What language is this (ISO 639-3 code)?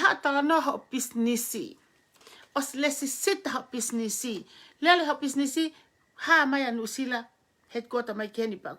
ton